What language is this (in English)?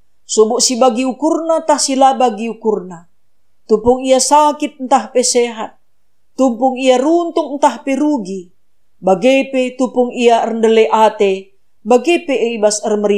Batak Karo